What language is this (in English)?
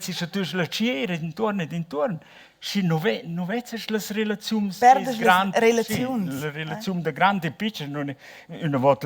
Romansh